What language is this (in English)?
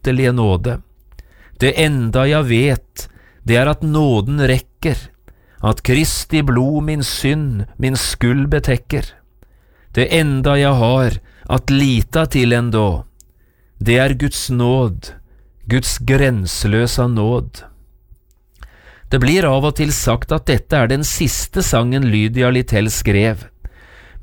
Norwegian